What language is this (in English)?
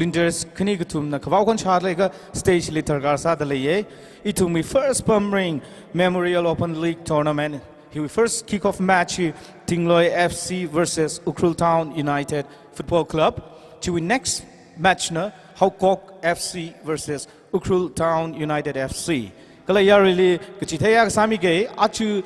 Tangkhul Naga (India)